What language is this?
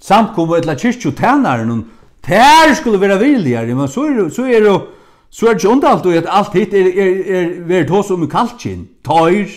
Faroese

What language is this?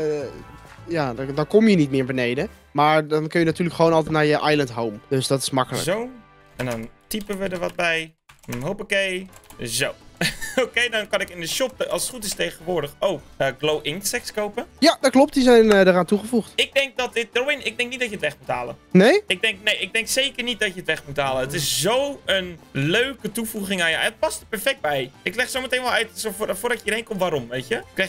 Dutch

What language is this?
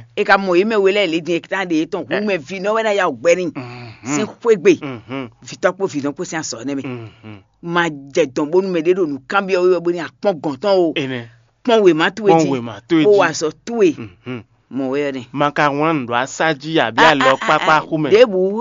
Fon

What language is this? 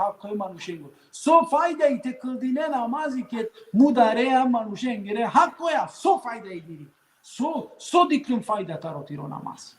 Balkan Romani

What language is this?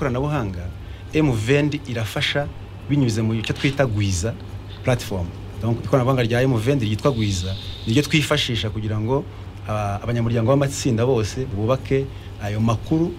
Kinyarwanda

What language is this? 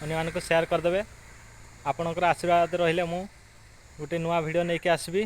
Odia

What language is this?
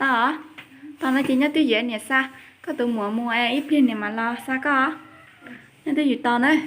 Hmong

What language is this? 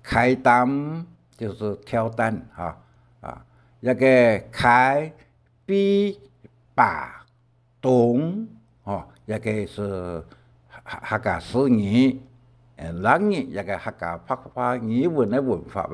Hakka Chinese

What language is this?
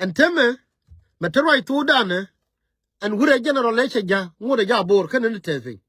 Nuer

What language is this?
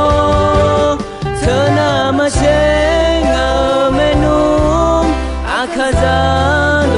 Akha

